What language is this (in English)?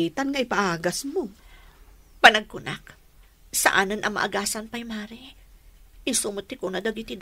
Iloko